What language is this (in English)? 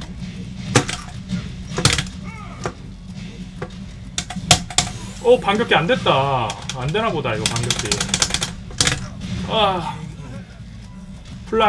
Korean